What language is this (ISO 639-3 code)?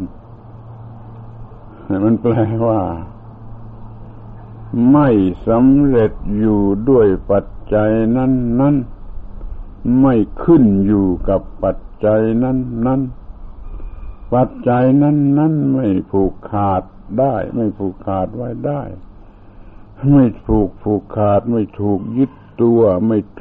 tha